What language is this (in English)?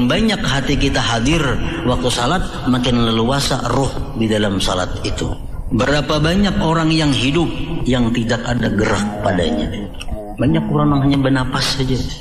Banjar